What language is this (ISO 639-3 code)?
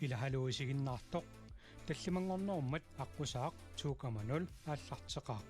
kal